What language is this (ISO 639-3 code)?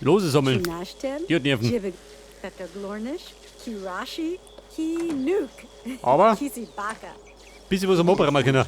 bar